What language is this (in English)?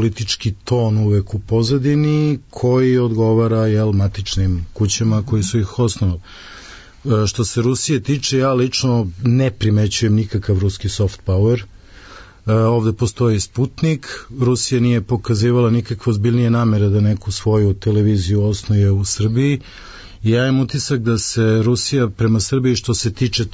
Serbian